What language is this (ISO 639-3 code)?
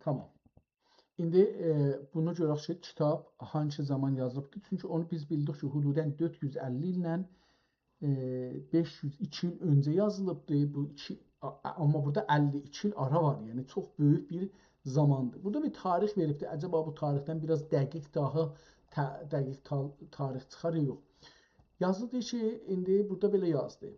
azb